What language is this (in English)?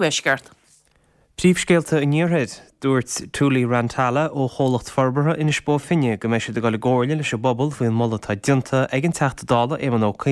Irish